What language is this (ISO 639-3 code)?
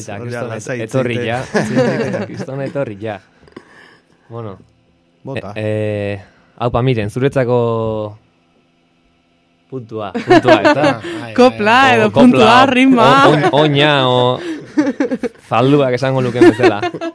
eus